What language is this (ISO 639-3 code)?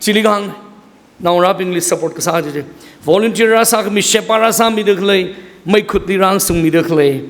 nmf